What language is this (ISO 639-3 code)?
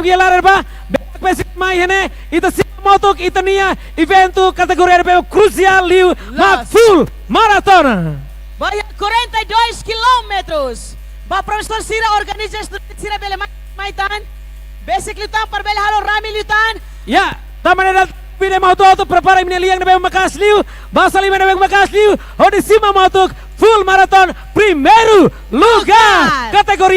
tet